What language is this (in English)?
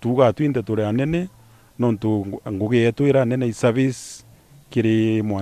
Meru